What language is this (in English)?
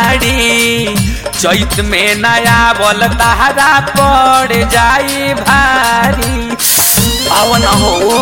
Bhojpuri